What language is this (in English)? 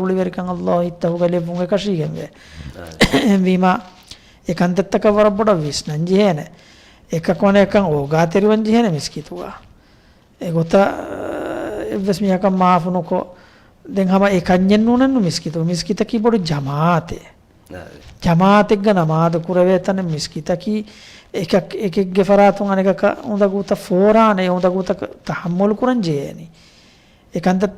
Divehi